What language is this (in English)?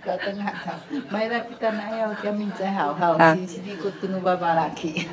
Sakizaya